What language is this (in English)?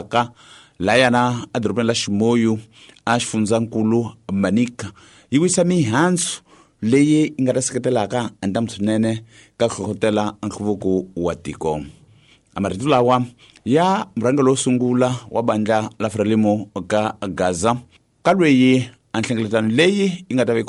Tsonga